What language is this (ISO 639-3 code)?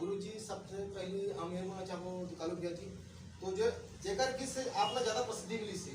hne